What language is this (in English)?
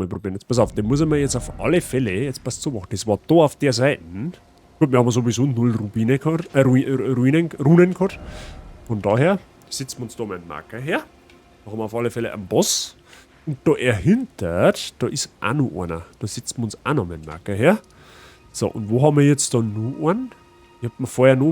Bavarian